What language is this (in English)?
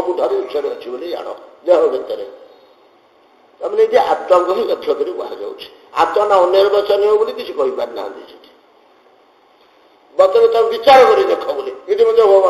Odia